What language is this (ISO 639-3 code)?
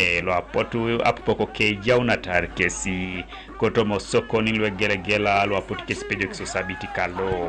teo